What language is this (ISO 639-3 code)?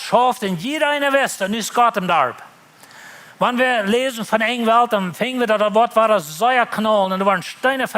pdt